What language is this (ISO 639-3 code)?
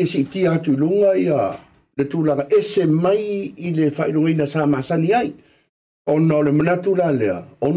smo